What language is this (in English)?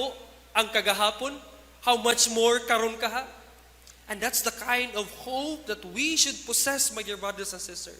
Cebuano